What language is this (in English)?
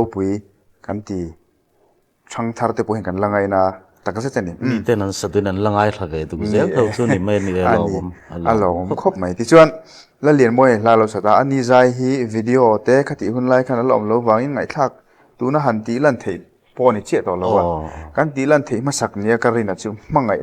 Mizo